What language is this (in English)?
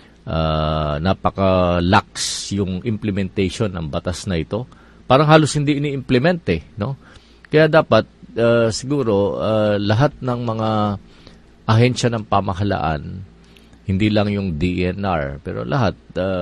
Filipino